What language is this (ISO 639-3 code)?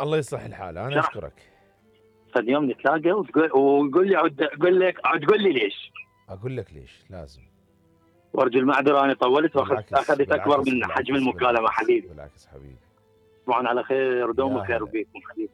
acm